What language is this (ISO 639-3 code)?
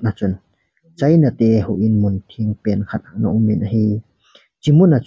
tcz